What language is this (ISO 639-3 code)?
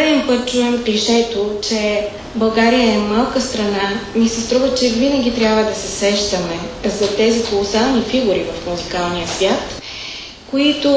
bul